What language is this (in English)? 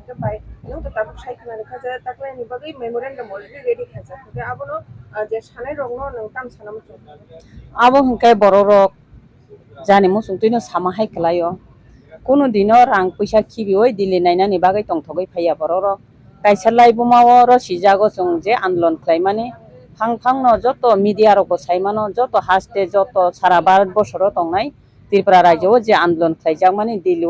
Kok Borok